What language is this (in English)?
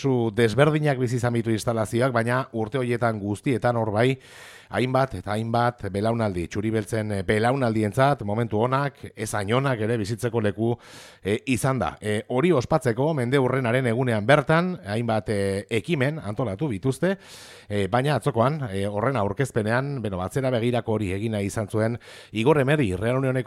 Basque